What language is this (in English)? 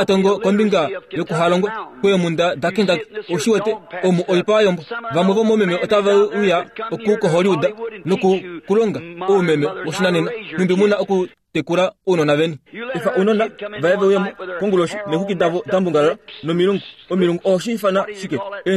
Kuanyama